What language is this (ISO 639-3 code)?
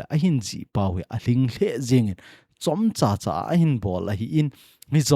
tcz